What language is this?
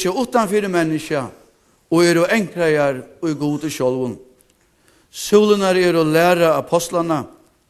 Faroese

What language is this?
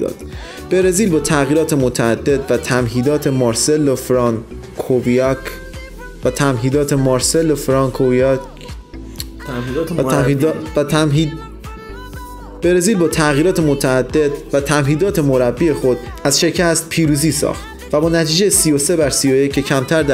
Persian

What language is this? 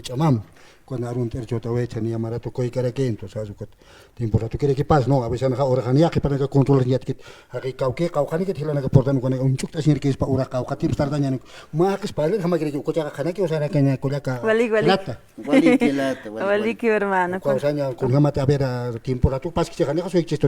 Aymara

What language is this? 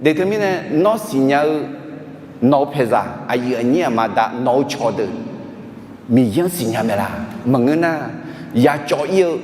Akha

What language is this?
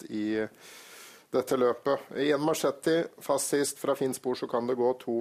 Norwegian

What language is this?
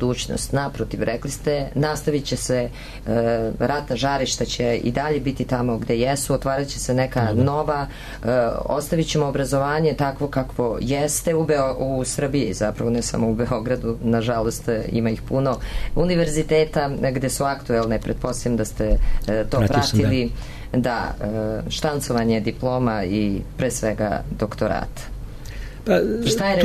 Serbian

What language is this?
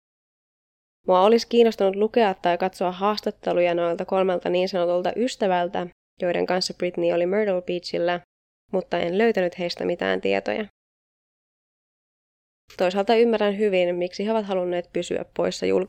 Finnish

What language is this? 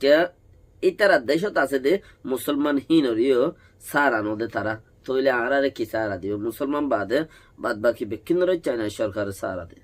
Rohingya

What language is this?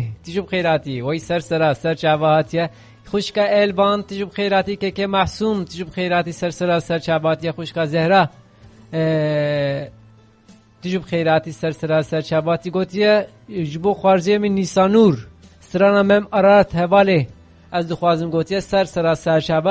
Kurdish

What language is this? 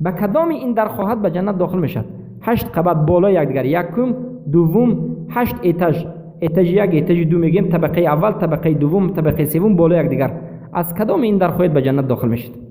Persian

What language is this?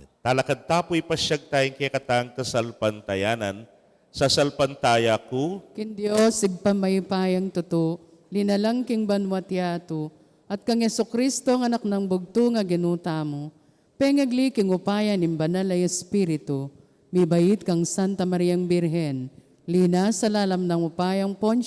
Pampanga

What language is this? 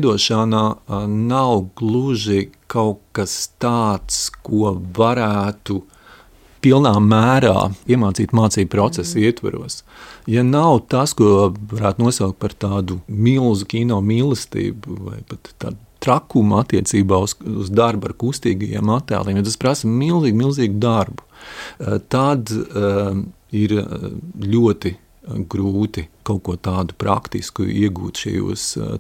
Latvian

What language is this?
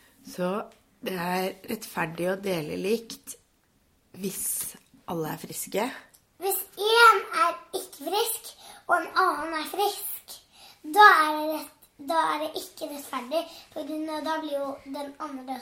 Norwegian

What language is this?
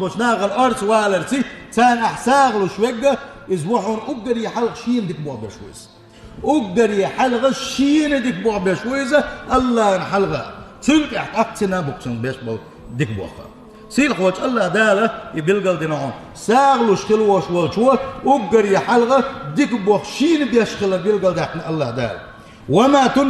Chechen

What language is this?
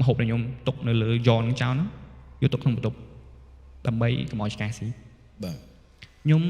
Khmer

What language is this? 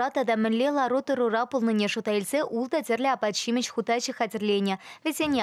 Chuvash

